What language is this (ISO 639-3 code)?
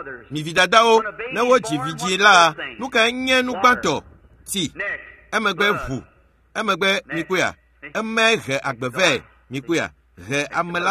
ewe